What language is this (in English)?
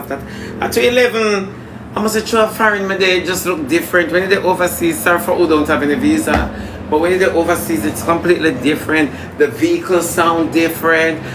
Jamaican Creole English